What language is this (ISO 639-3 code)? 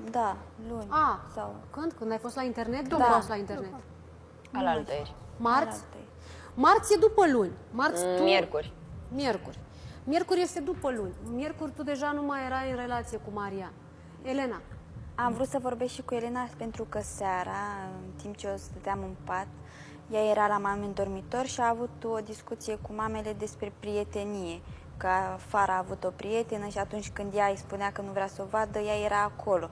ron